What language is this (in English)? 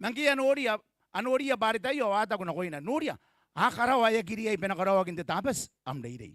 Gilbertese